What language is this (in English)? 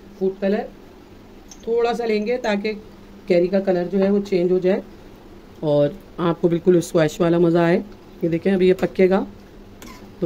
Hindi